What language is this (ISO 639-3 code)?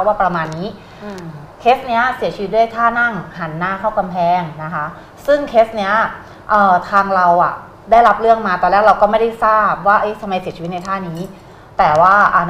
tha